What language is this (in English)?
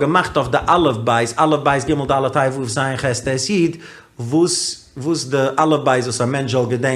Yiddish